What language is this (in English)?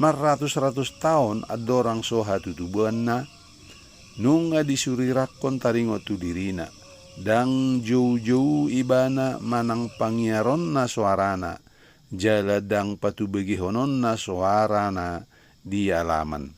Batak Toba